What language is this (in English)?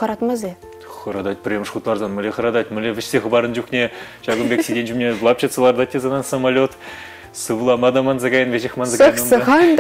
Chuvash